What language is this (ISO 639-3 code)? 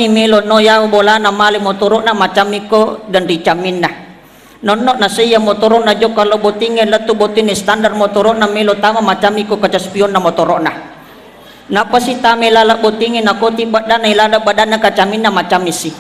bug